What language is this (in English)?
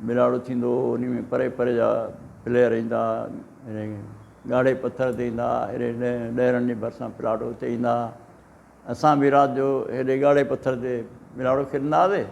Sindhi